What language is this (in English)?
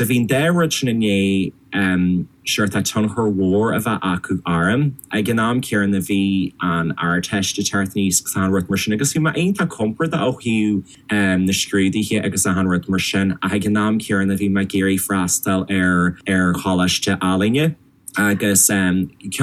Irish